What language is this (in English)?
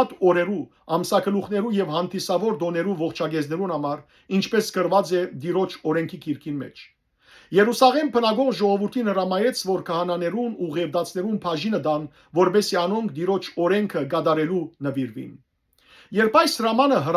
Western Armenian